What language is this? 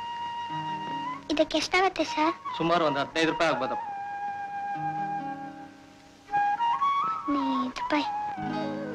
Kannada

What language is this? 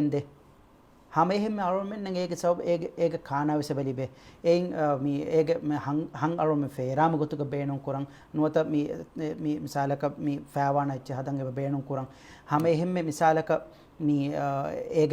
Divehi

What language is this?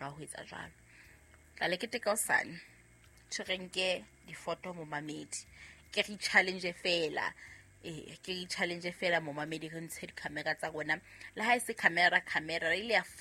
Southern Sotho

